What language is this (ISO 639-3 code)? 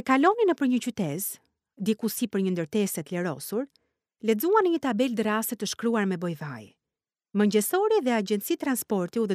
sqi